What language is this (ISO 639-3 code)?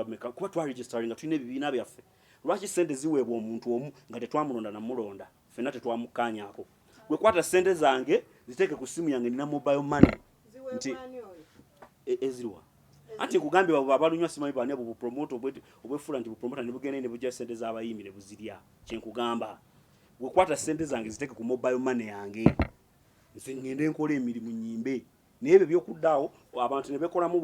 lug